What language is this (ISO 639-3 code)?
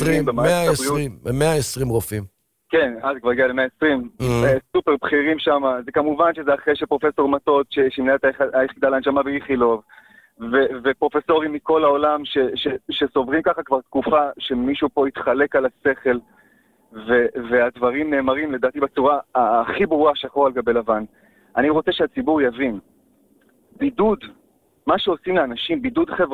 heb